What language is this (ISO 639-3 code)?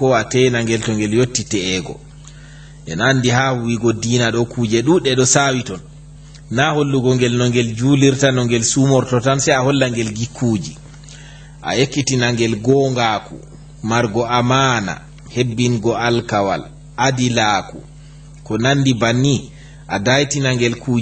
ful